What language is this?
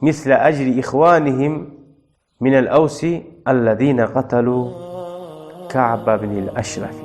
Kumyk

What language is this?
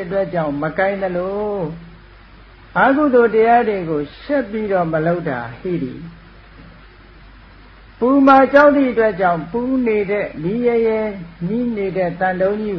Burmese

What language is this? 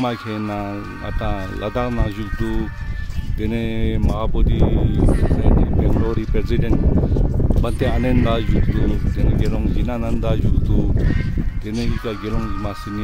Ladakhi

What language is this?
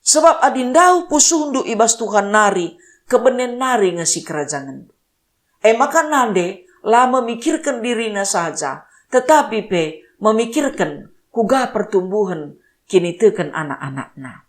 Batak Karo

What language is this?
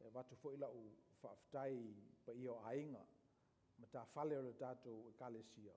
Samoan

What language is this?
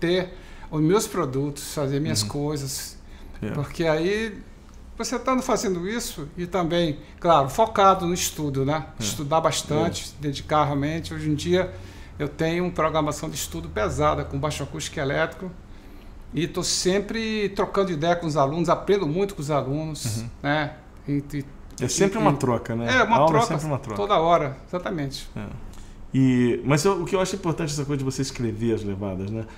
Portuguese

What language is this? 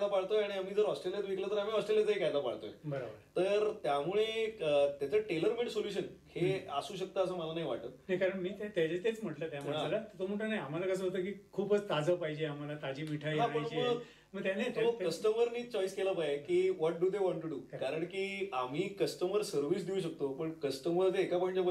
Marathi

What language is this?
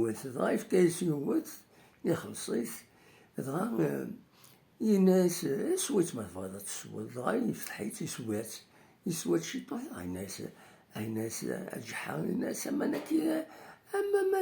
Kabyle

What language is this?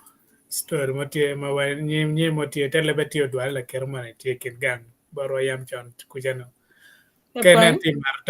Acoli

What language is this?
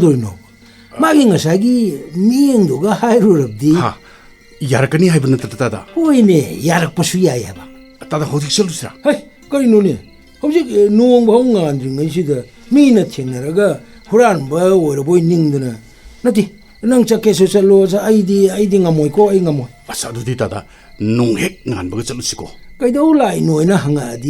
Manipuri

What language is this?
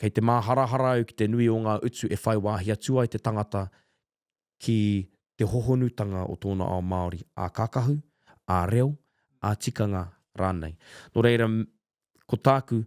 Māori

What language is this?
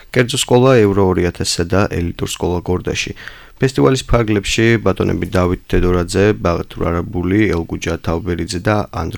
Georgian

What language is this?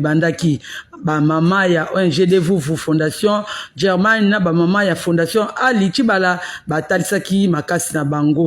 Lingala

